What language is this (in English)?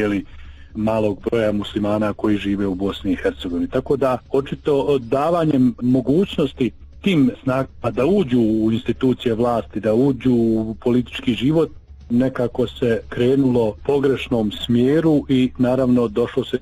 Bosnian